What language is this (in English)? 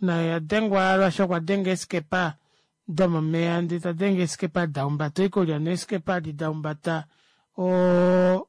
Kuanyama